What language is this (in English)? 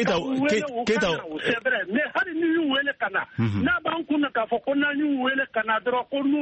Bambara